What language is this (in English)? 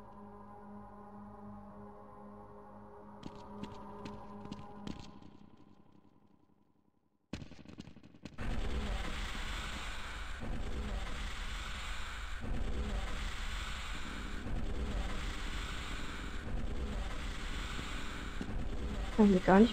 German